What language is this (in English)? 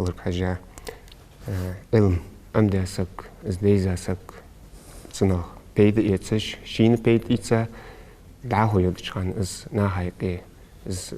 Ingush